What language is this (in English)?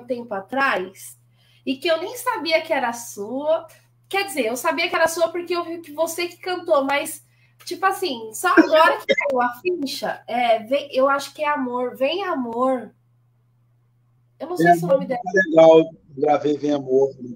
Portuguese